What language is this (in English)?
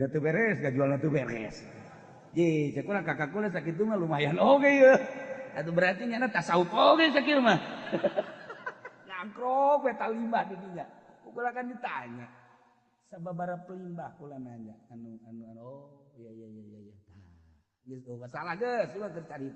Sundanese